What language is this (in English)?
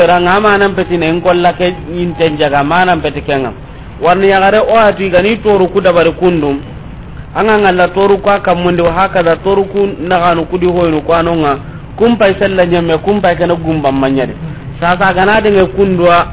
Soninke